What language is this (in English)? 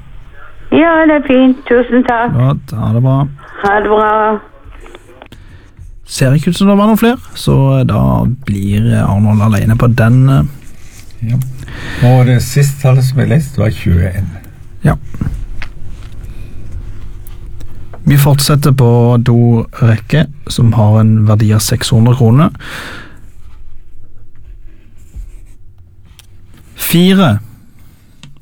Norwegian